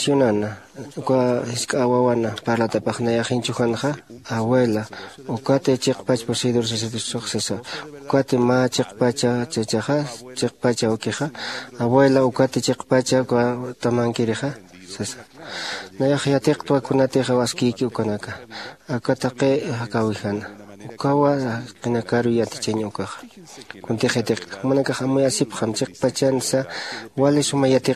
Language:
Aymara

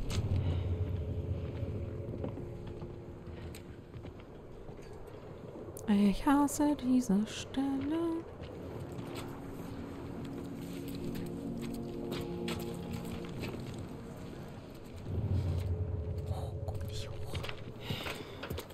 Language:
German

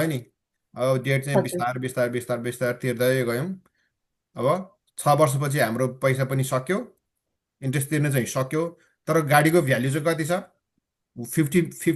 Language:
Nepali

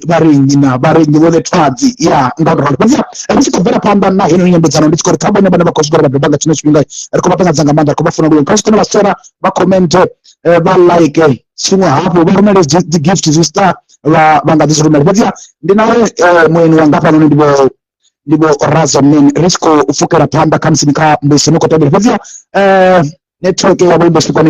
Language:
Venda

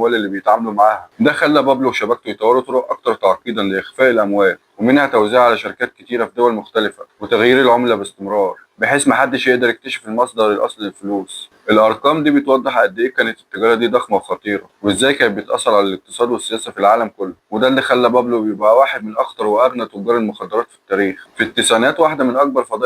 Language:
Egyptian Arabic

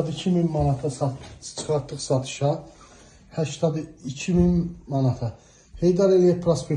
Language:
Azerbaijani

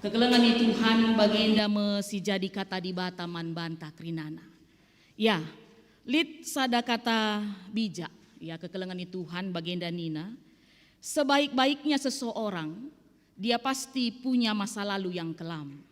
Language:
Batak Karo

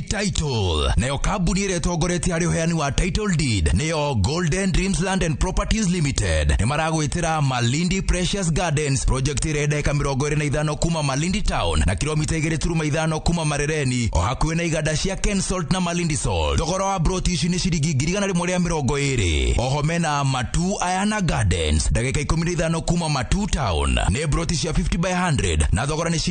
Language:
Kikuyu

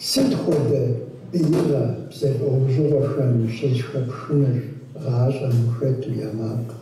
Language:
Kabardian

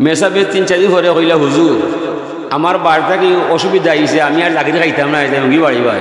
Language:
Sylheti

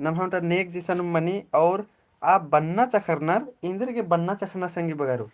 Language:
Kurukh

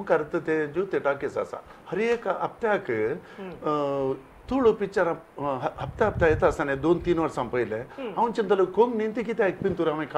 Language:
Konkani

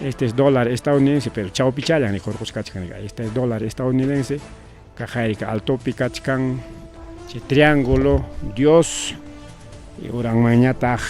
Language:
Ayacucho Quechua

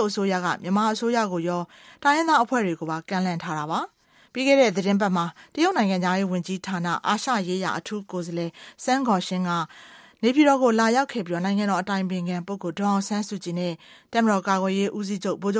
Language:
Burmese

